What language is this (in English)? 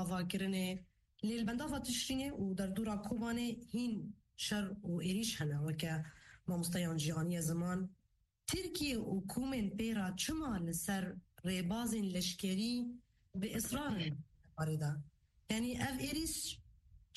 Kurdish